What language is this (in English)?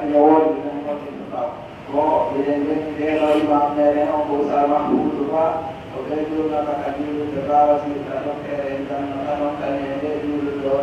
Pular